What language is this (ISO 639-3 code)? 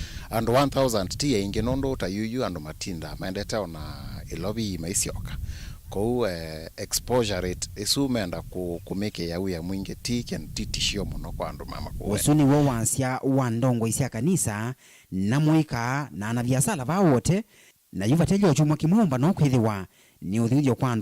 kam